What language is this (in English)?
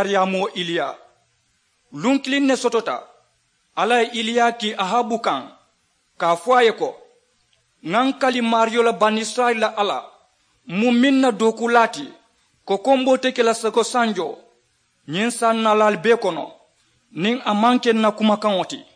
Mandingo